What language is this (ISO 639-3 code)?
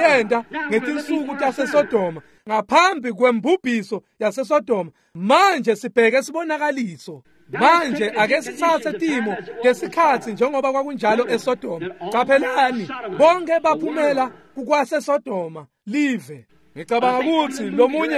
ssw